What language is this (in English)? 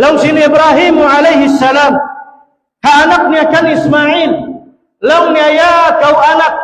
Tausug